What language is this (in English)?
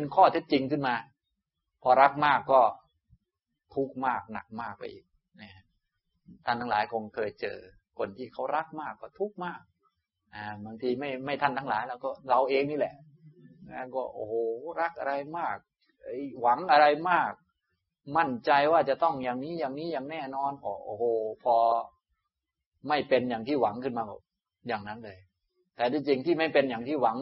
Thai